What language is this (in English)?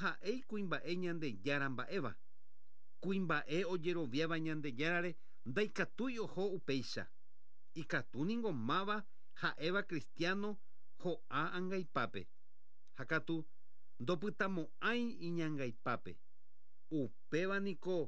Guarani